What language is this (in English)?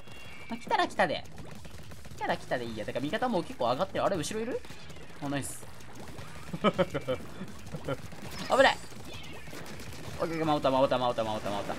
Japanese